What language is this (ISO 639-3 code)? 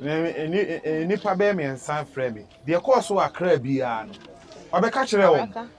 aka